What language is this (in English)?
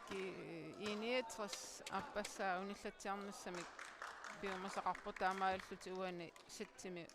Kalaallisut